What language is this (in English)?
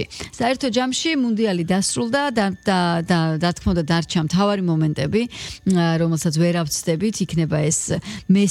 Georgian